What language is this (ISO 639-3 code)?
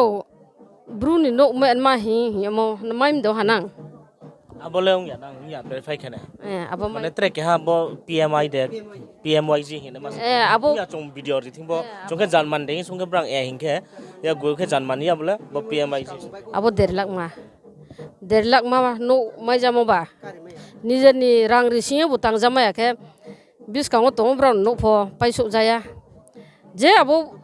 ria